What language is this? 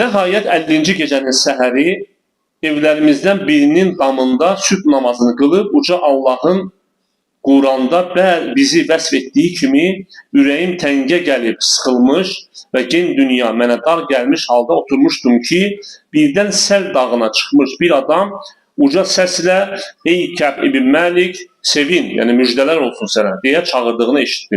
Azerbaijani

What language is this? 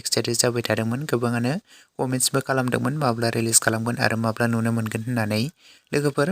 Bodo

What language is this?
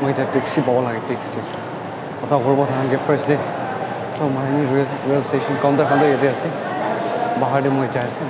Naga Pidgin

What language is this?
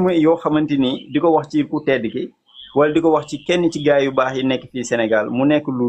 Wolof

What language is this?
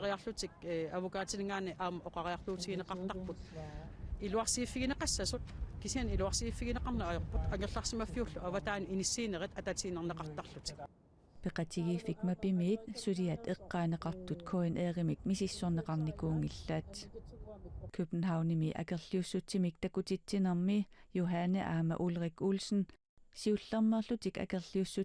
Kalaallisut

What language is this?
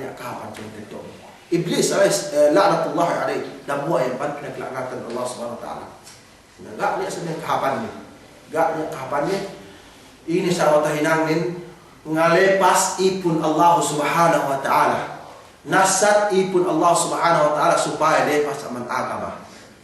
Yakan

